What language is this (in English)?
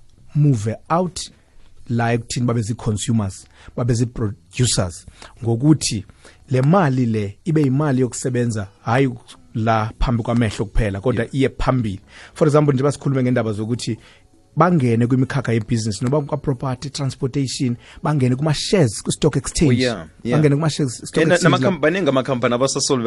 South Ndebele